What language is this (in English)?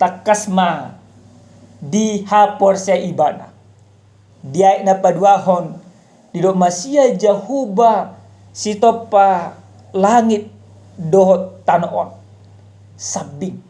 Batak Toba